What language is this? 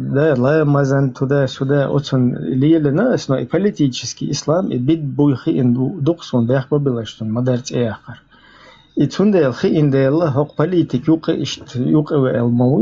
Chechen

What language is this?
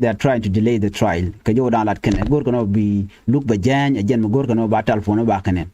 Nuer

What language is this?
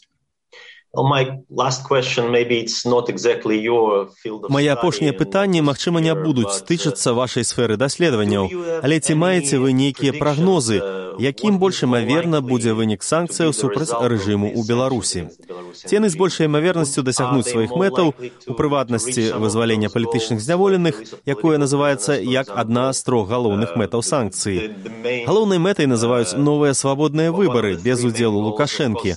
Belarusian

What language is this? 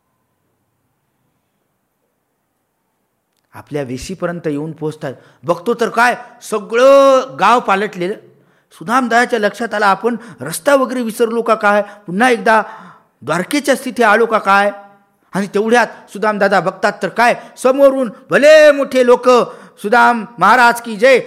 Marathi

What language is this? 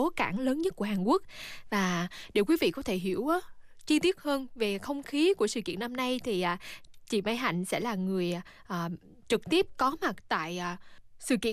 Vietnamese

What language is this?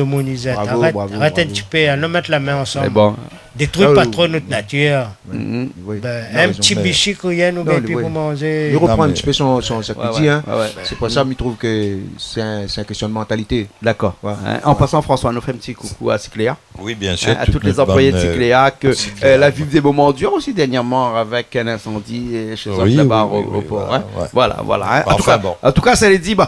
Réunion Creole French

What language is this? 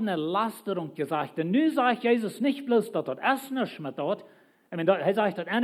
Plautdietsch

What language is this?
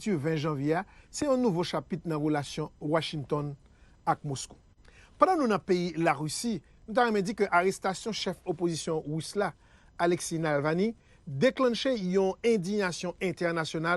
Haitian Creole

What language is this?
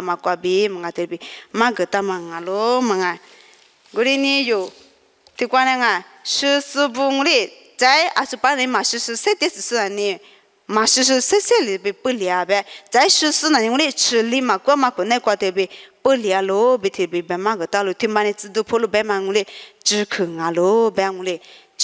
Lisu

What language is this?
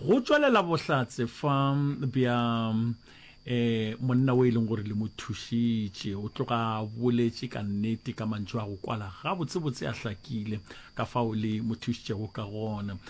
Northern Sotho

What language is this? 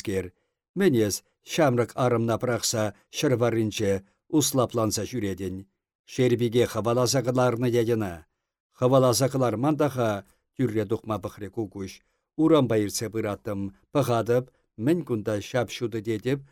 Chuvash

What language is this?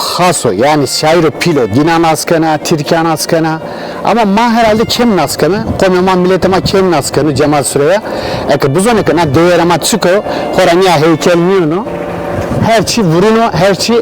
Zaza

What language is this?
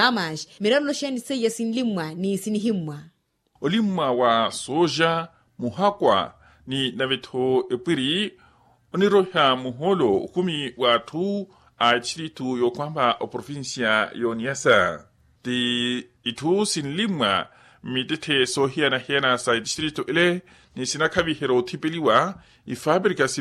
Makhuwa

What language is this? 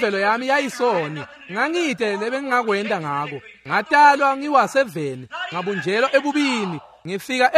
Swati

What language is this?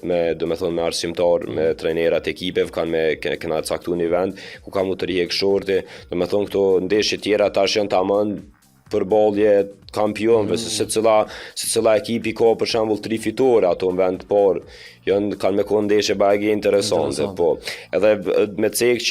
Albanian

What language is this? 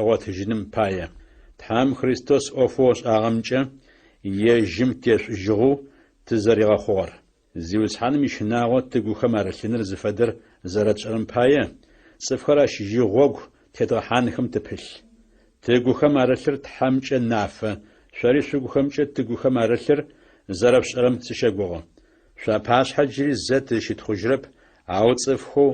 Adyghe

